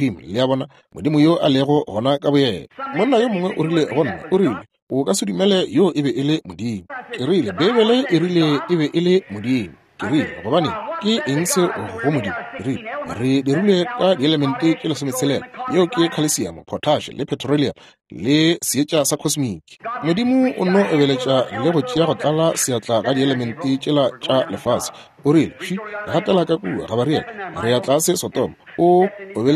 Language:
Northern Sotho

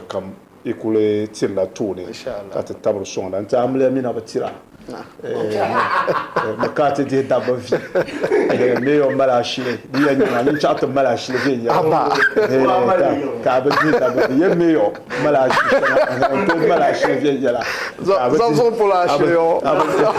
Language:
Dagbani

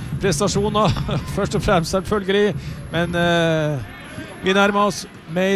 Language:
Norwegian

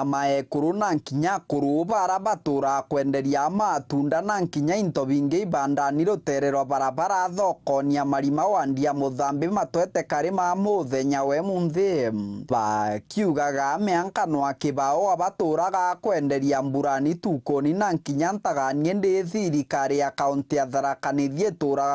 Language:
Meru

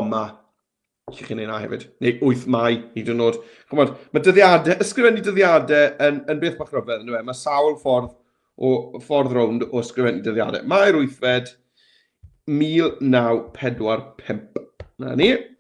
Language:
Welsh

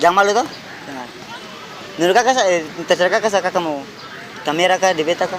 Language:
Ambonese Malay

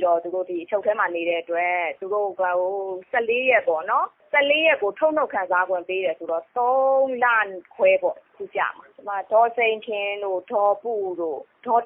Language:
Burmese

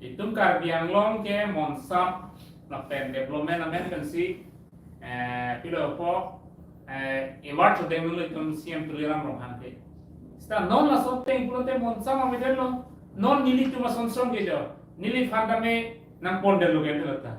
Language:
Karbi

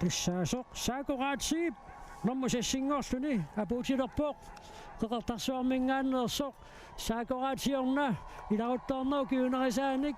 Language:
Kalaallisut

